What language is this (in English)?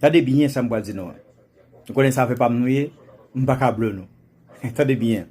Haitian Creole